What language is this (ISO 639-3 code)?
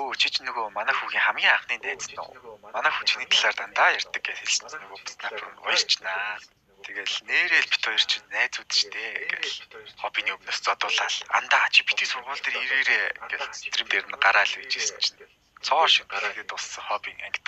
mon